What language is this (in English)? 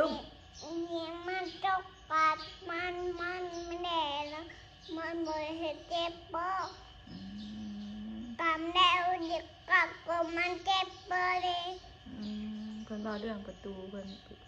Northeastern Thai